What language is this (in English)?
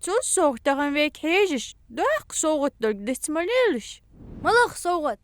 Ingush